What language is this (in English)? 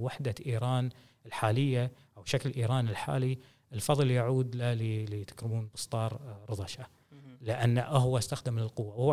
Gulf Arabic